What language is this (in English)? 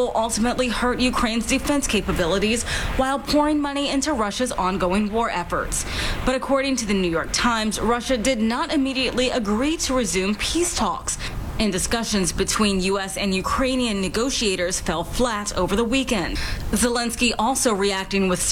English